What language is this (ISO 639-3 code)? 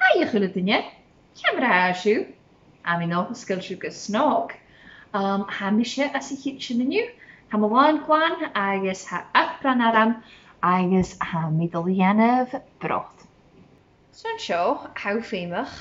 gla